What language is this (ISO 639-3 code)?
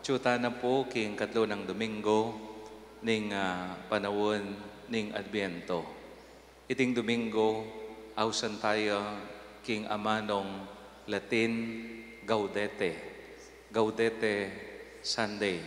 pam